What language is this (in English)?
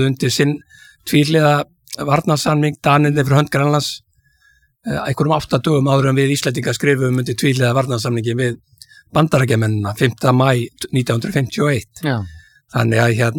Icelandic